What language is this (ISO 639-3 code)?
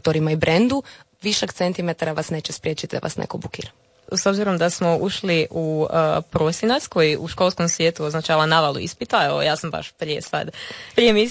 hrv